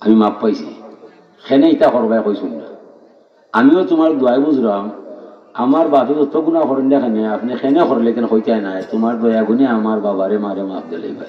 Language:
Sylheti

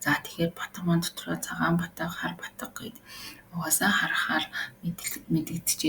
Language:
Mongolian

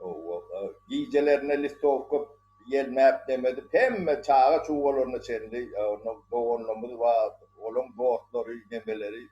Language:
Turkmen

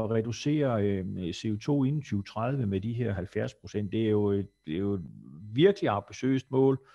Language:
Danish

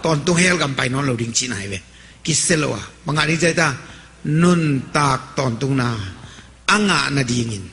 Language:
Tedim Chin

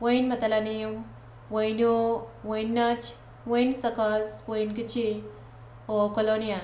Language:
Pohnpeian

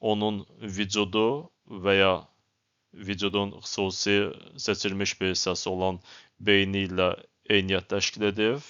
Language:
Azerbaijani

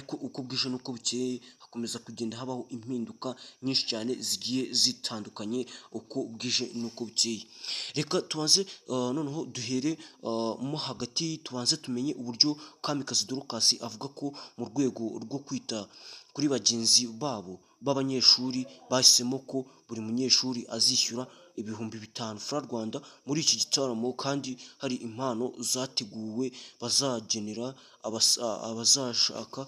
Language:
Kinyarwanda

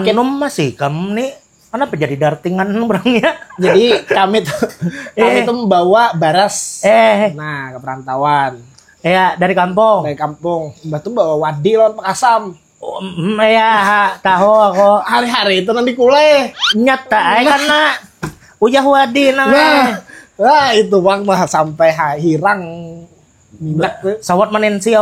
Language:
Banjar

